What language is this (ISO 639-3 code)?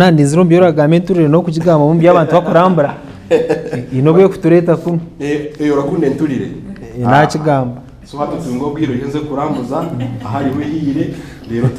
nyn